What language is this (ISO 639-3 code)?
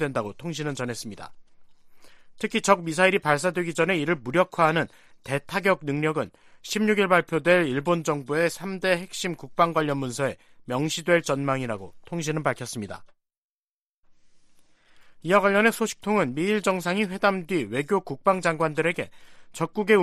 kor